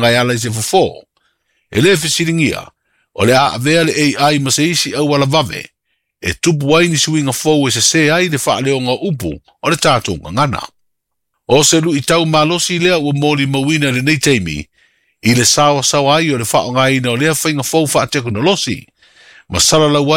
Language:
Samoan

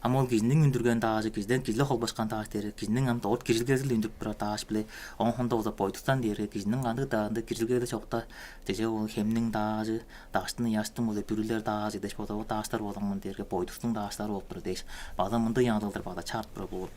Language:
Tuvinian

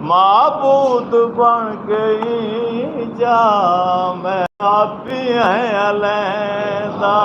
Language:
Saraiki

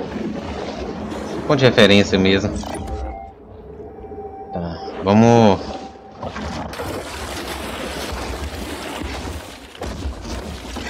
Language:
Portuguese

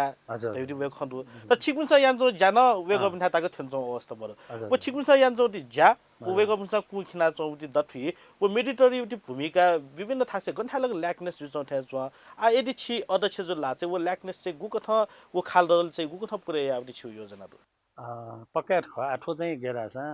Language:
Newari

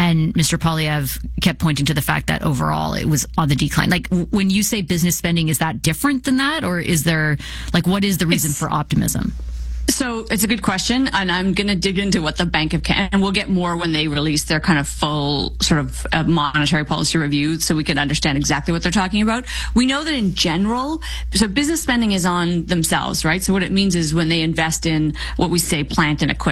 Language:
English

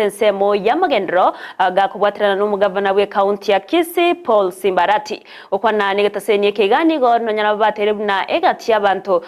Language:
Gusii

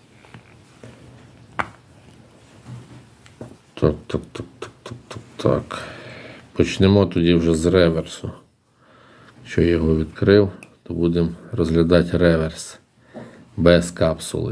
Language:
Ukrainian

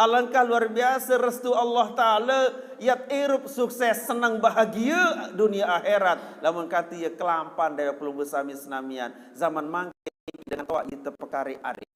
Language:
Sasak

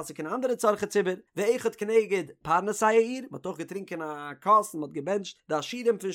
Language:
Yiddish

